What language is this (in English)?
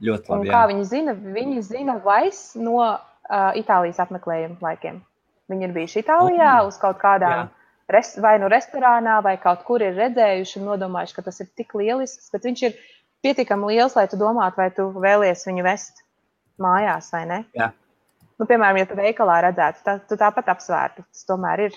Latvian